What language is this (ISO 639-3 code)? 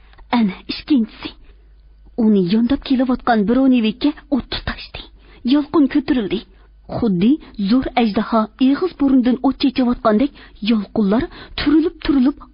uig